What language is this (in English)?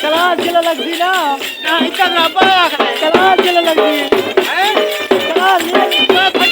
Saraiki